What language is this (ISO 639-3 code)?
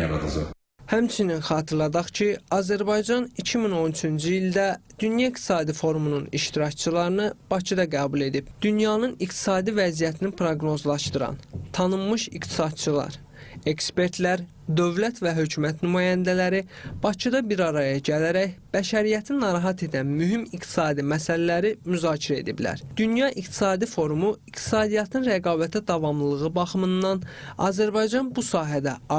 aze